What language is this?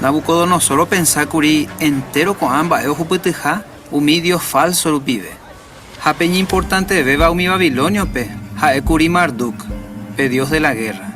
Guarani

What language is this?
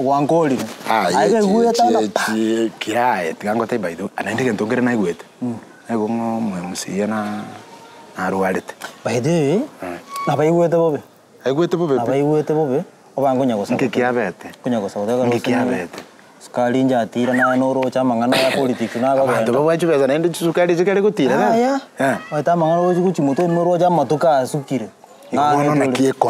Gusii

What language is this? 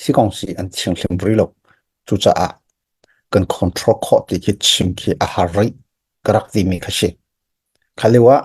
Hakha Chin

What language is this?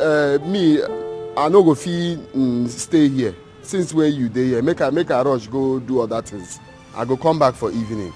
Nigerian Pidgin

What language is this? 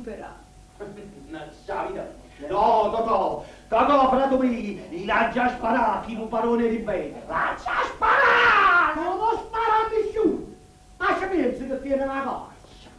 Neapolitan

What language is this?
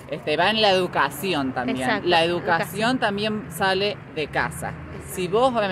Spanish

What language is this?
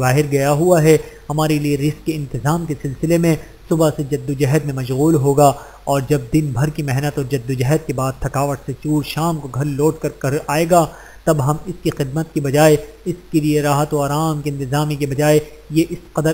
Urdu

